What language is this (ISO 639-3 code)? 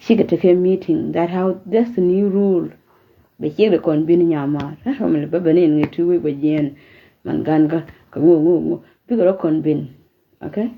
nus